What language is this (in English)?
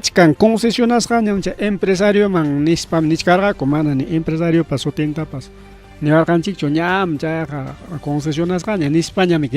Ayacucho Quechua